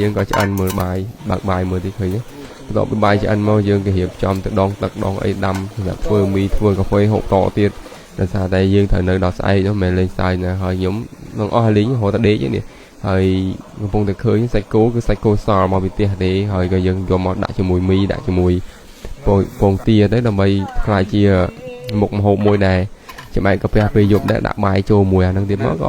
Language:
Khmer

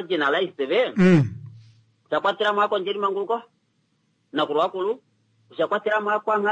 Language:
Kuanyama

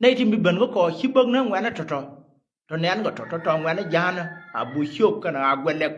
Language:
Nuer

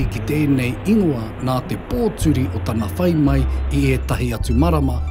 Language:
Māori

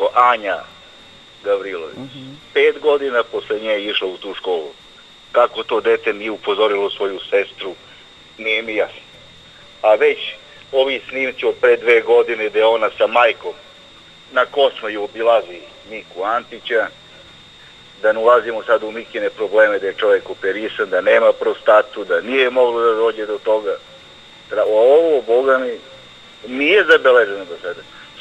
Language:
Serbian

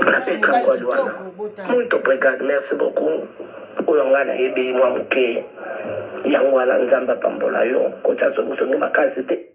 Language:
Lingala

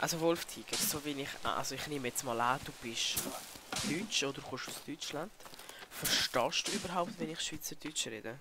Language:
Swiss German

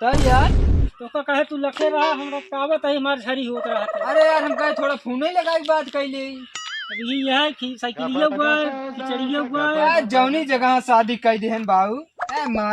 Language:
Awadhi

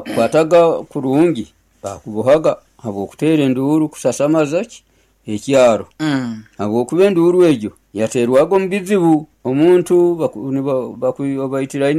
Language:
Nyoro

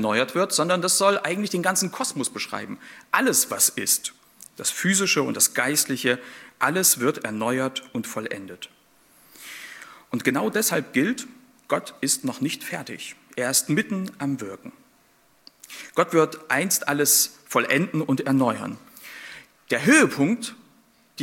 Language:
German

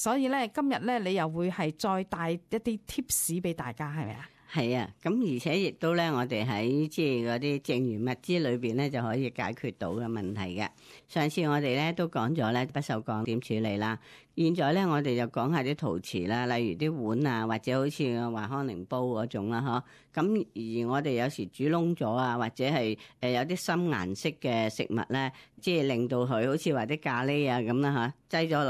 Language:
Cantonese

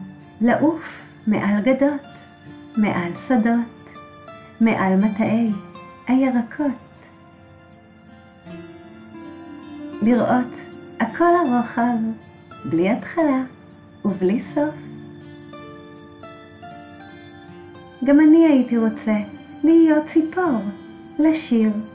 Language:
Hebrew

